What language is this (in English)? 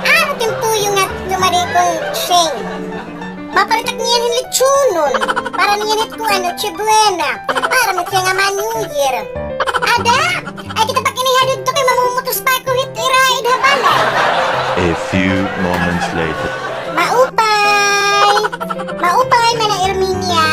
Waray